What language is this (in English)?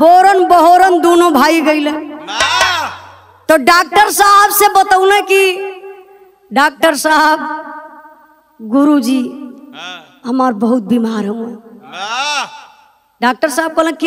Bhojpuri